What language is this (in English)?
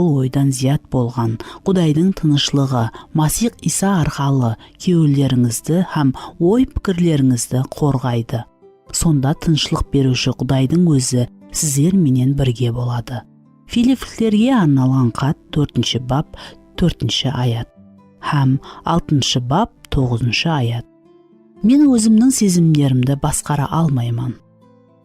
Kara-Kalpak